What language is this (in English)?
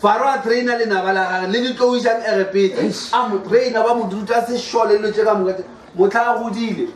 Northern Sotho